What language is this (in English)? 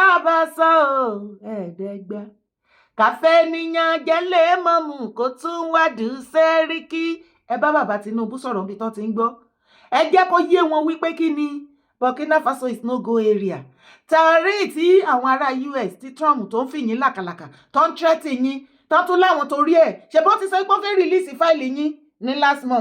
Yoruba